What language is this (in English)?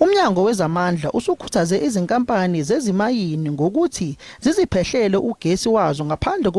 Zulu